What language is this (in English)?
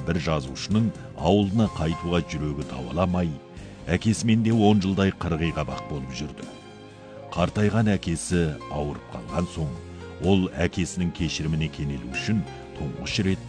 Kazakh